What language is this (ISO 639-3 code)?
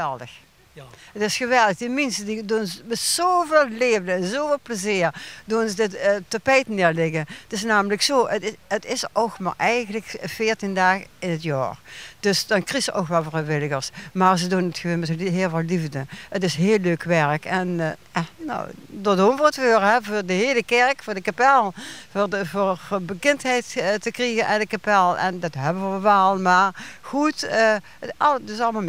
lim